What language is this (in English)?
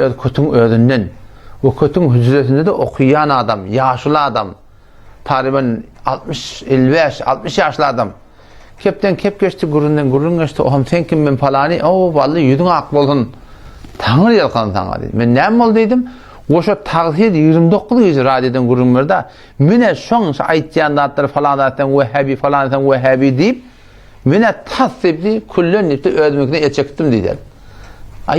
Turkmen